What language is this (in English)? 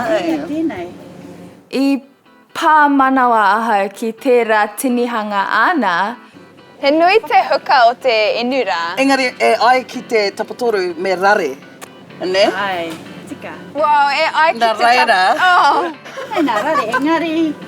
Māori